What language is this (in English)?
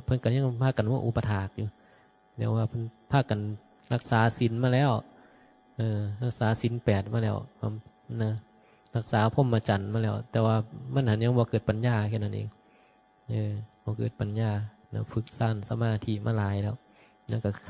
Northeastern Thai